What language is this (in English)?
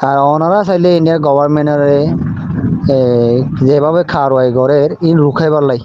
Rohingya